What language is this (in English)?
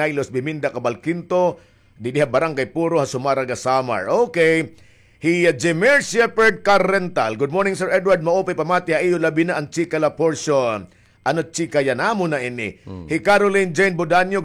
Waray